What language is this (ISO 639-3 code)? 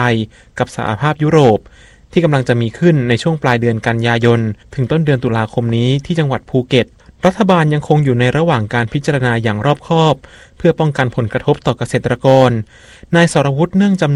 tha